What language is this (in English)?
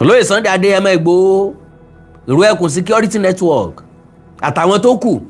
Yoruba